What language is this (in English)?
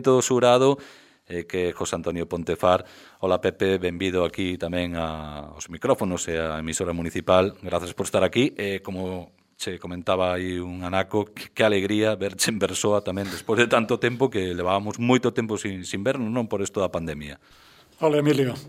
Galician